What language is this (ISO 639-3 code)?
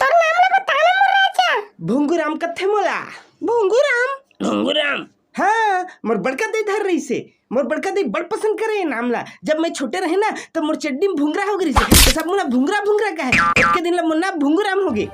hne